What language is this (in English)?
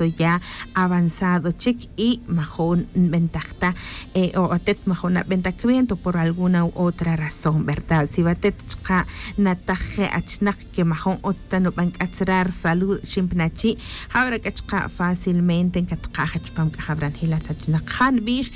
Tz'utujil